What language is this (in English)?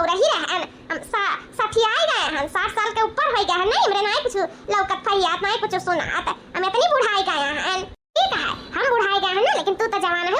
Awadhi